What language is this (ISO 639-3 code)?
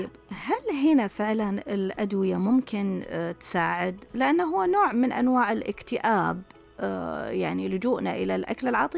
ars